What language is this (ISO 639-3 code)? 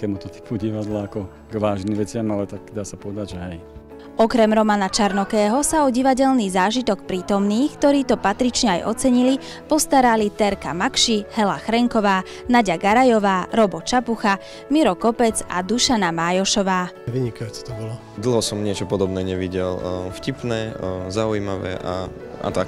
slk